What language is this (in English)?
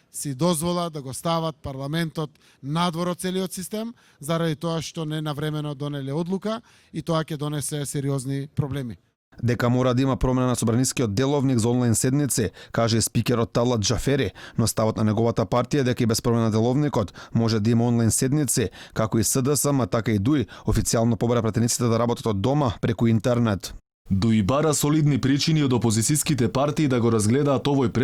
Macedonian